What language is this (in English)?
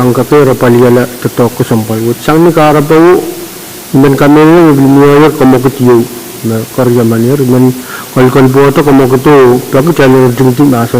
Pohnpeian